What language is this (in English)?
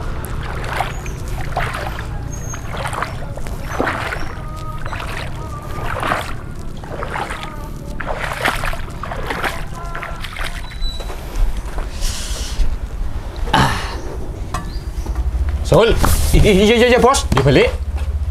Javanese